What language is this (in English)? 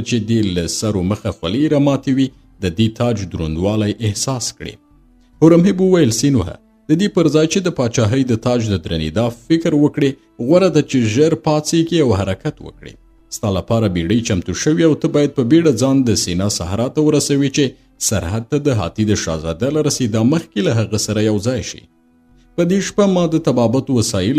Pashto